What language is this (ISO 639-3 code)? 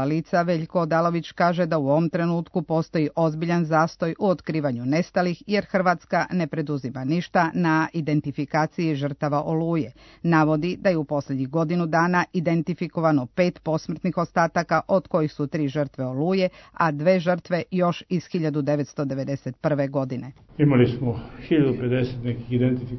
srp